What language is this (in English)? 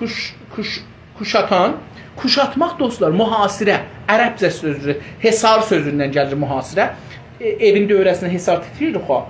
South Azerbaijani